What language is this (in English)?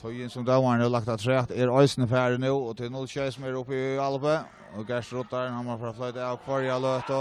Faroese